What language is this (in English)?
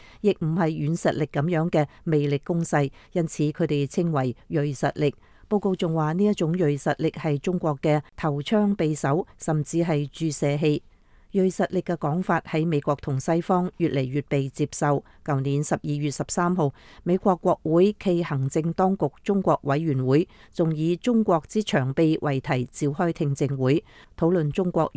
Cantonese